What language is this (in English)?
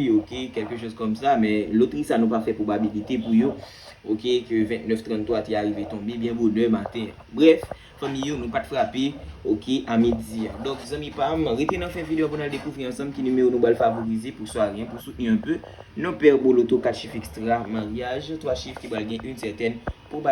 Haitian Creole